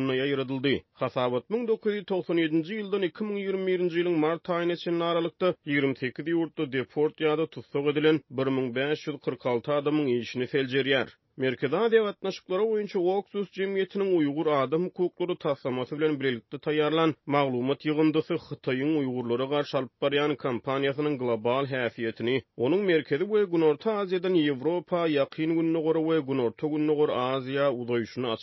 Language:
Turkmen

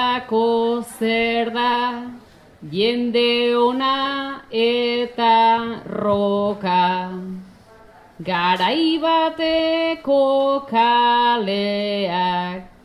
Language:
Basque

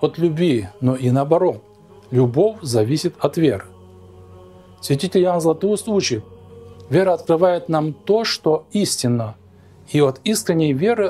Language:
Russian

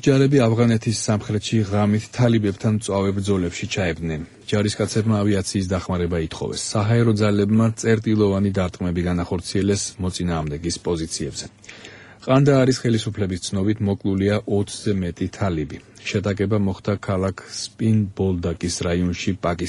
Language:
Georgian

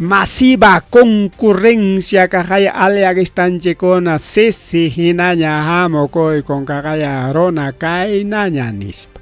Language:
Ayacucho Quechua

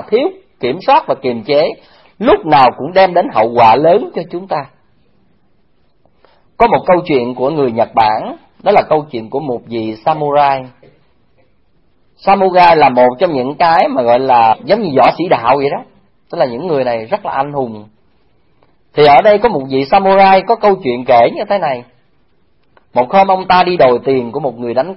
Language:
Vietnamese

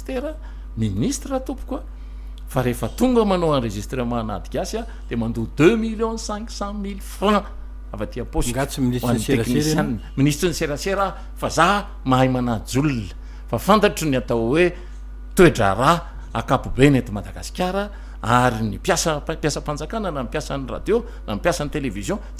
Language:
Malagasy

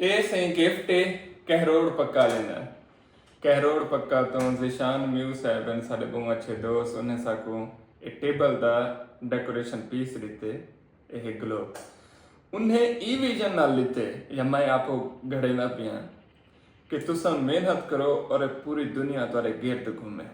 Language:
Saraiki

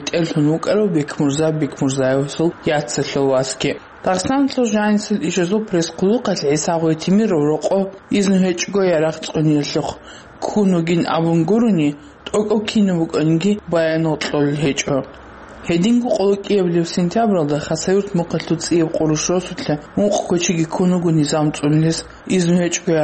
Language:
Avaric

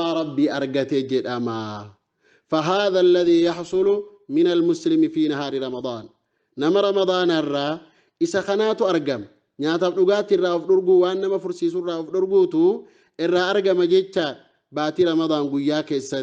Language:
Oromo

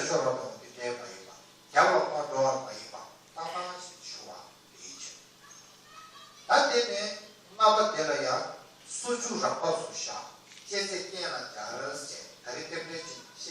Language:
Tibetan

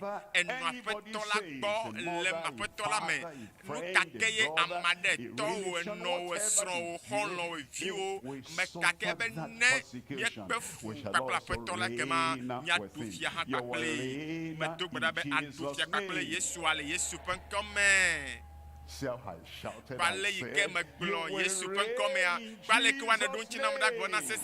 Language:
Ewe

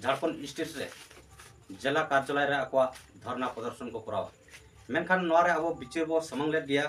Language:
Santali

